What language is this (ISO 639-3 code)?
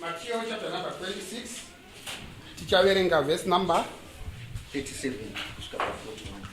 sna